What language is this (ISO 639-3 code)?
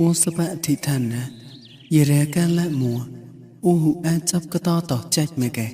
mnw